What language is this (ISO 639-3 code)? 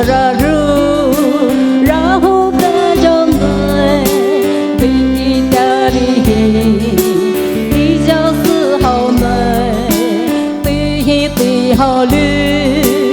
pmx